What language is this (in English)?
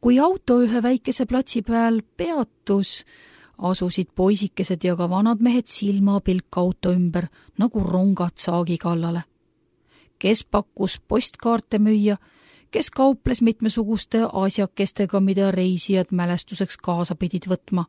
Estonian